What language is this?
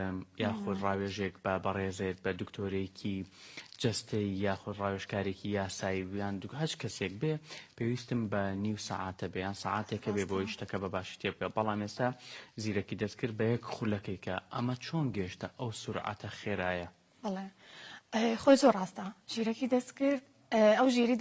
Central Kurdish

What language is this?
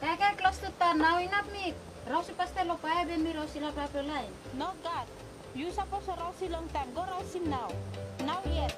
Tok Pisin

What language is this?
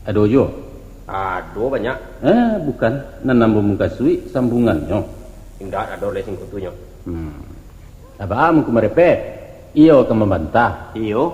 Minangkabau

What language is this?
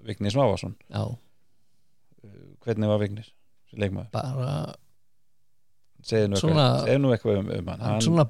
Icelandic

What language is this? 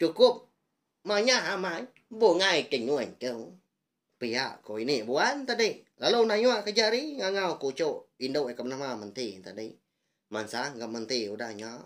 Iban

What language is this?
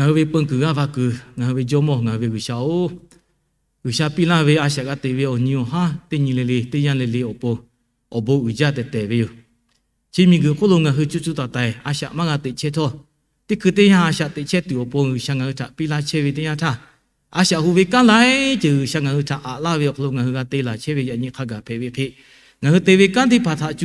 Lahu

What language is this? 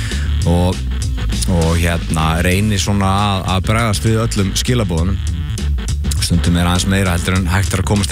Icelandic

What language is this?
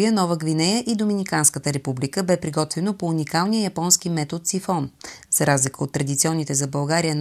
Bulgarian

